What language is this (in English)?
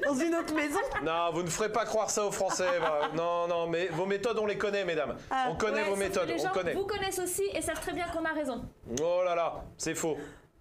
French